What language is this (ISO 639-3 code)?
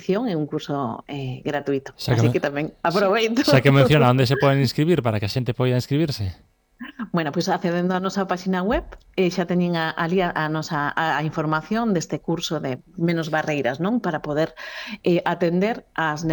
glg